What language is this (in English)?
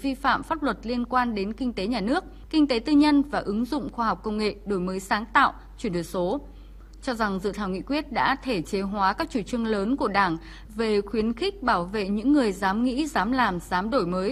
Vietnamese